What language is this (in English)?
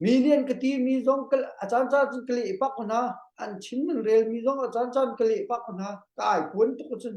Hakha Chin